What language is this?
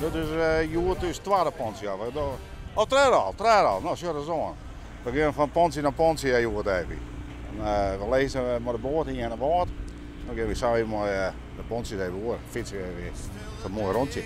Western Frisian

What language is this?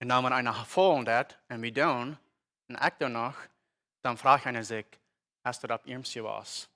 Plautdietsch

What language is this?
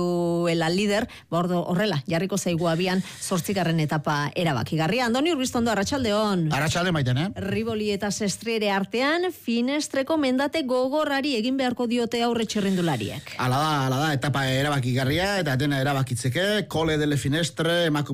Basque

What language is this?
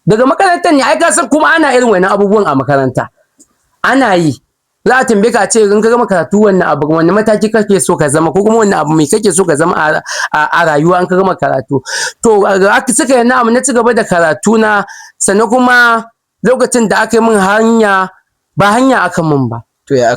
Hausa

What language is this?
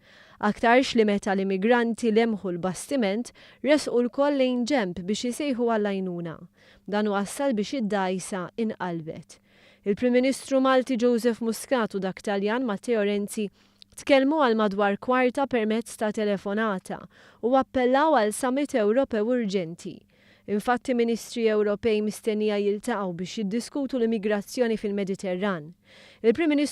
Maltese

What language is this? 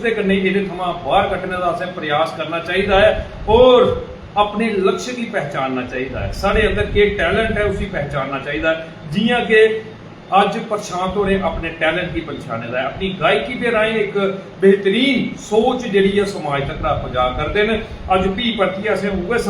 Dogri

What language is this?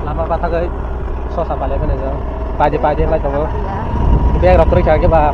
Kok Borok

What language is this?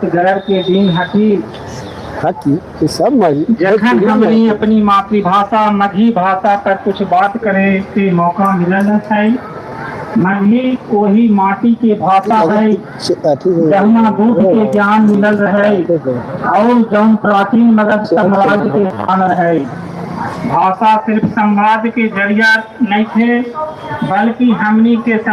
Magahi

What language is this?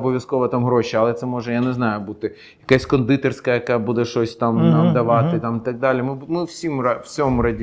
Ukrainian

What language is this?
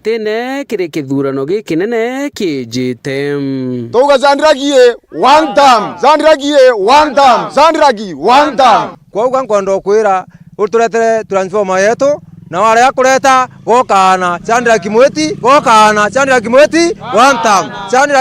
Meru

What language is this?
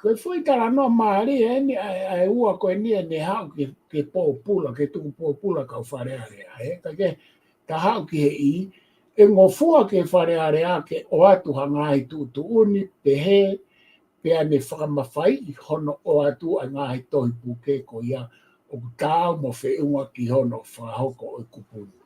Tongan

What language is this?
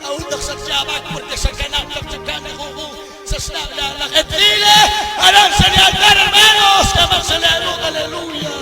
Kekchí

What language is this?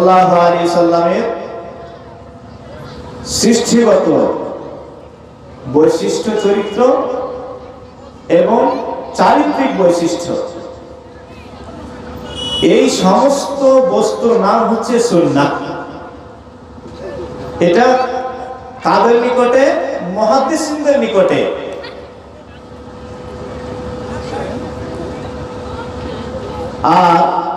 Bangla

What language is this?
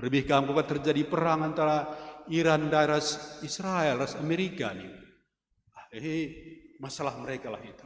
Batak Karo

